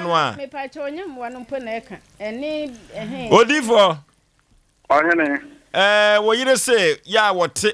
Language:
Akan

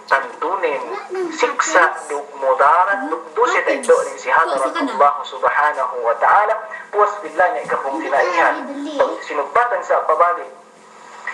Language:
Yakan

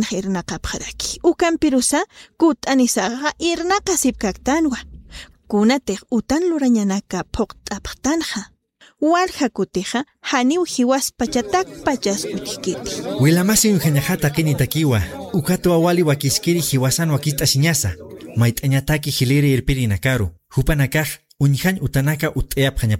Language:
Aymara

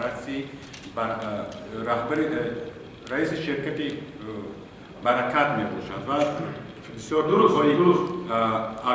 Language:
Tajik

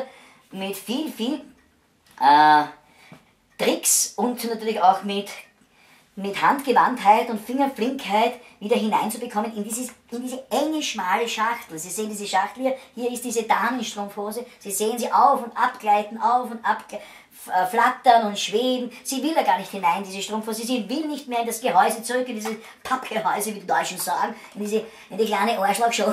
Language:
Bavarian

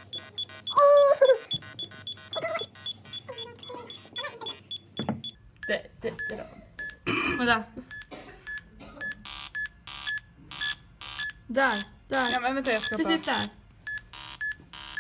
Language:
Swedish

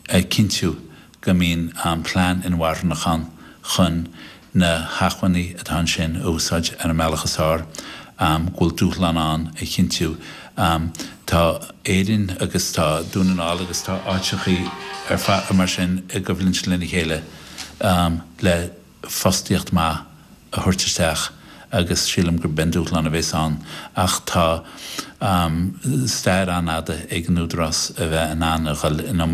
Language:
Irish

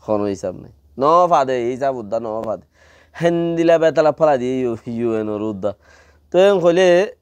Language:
Rohingya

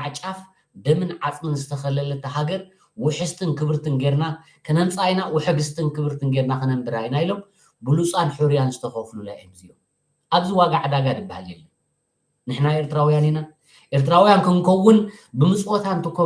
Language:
Tigrinya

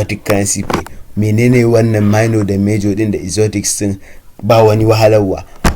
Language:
Hausa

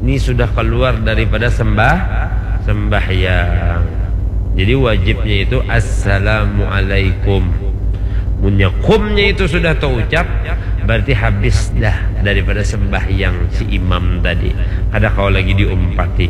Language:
Banjar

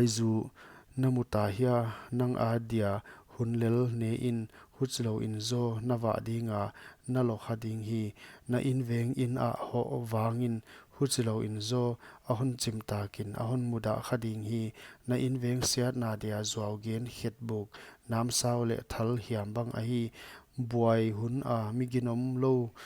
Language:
Paite Chin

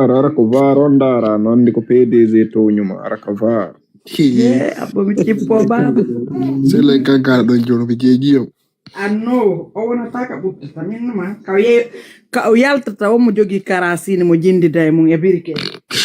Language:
Fula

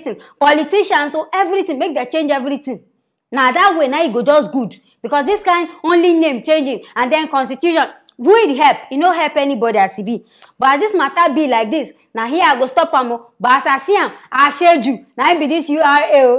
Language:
Nigerian Pidgin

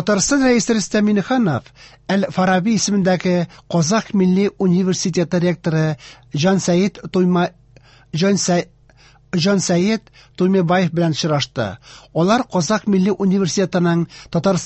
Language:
Tatar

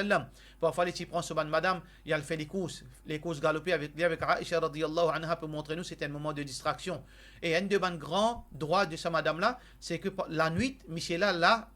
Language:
Morisyen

